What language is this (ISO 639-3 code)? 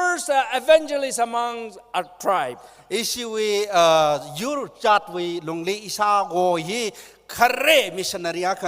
nmf